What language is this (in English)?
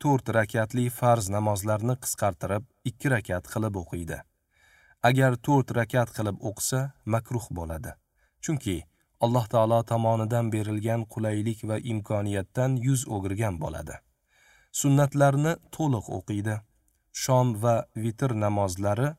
Uzbek